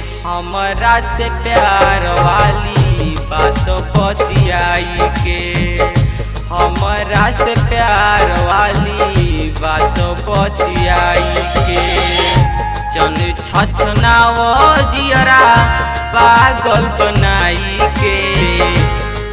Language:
Bhojpuri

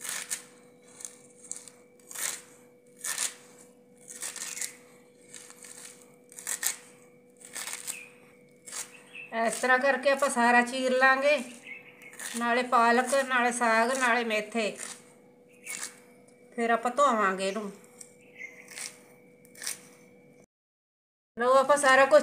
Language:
Punjabi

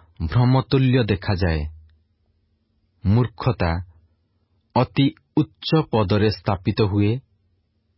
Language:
Odia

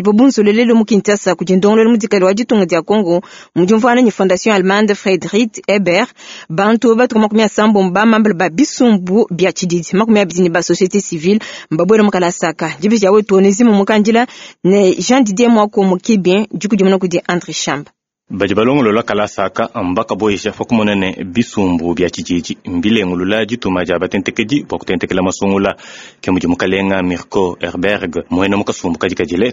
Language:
Luba-Lulua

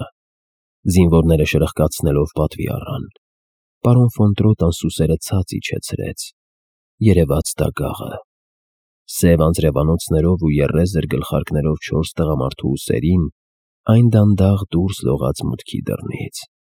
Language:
Armenian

